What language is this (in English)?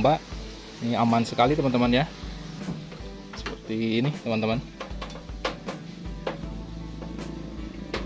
Indonesian